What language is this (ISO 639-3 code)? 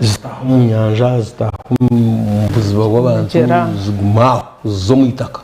nyn